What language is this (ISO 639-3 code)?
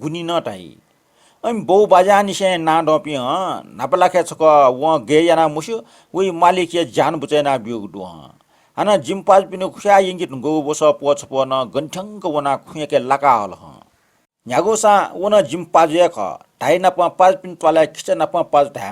new